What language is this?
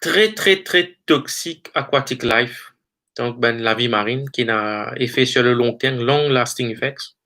Morisyen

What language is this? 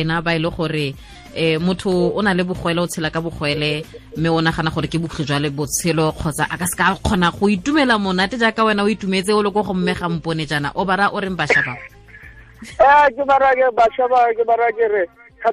Tswana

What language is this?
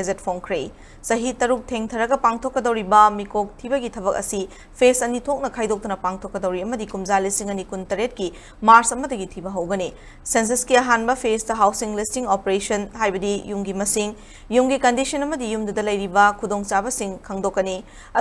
Manipuri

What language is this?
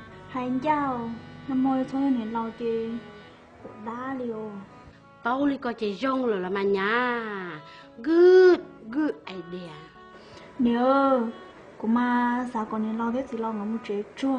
Hmong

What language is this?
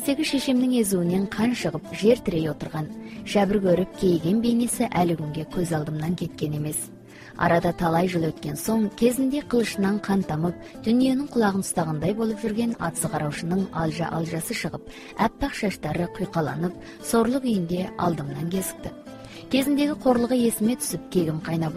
Kazakh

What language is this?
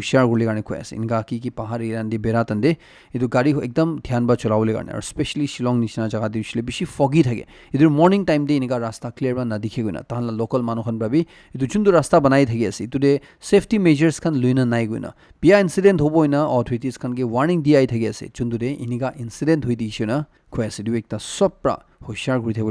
Naga Pidgin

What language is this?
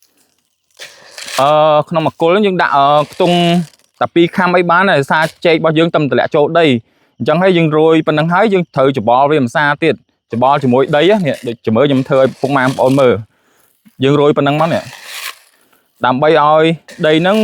Khmer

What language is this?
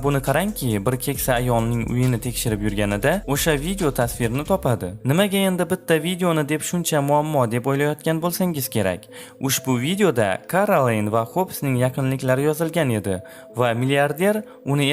Uzbek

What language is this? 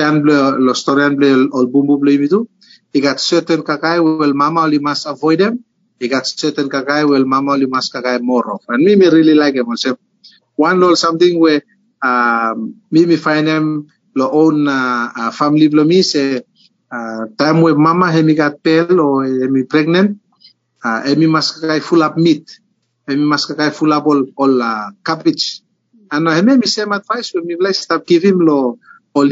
Bislama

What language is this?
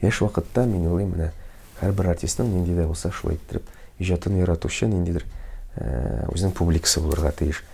Tatar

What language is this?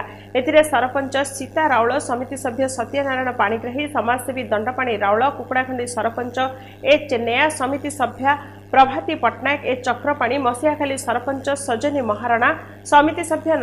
Odia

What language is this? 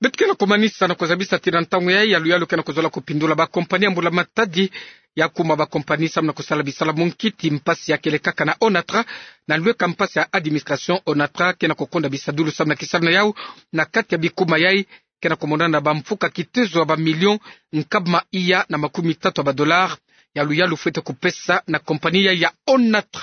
Kituba (Democratic Republic of Congo)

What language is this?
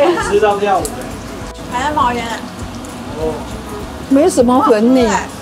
Chinese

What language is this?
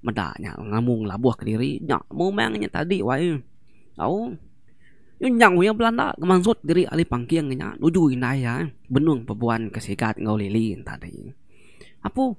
Iban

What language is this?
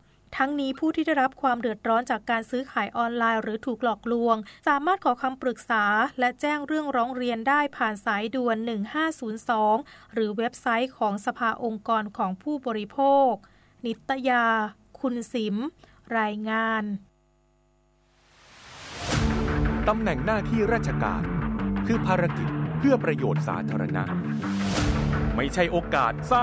Thai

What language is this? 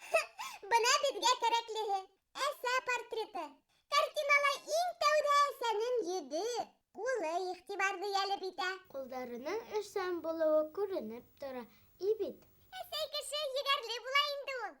Bashkir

